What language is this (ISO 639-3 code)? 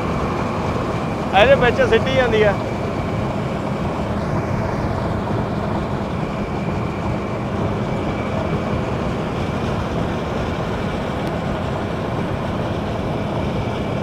pan